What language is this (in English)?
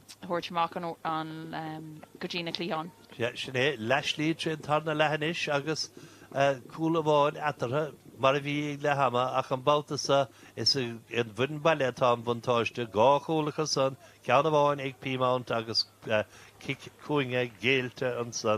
Irish